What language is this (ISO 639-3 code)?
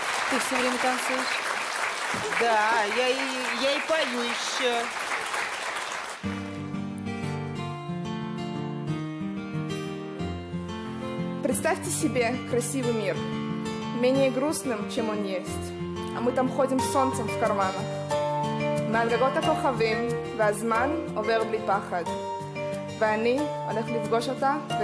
rus